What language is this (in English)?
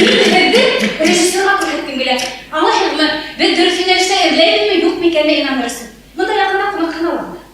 Bashkir